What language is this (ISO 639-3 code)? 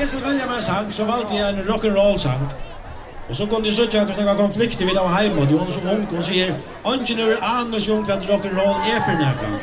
fao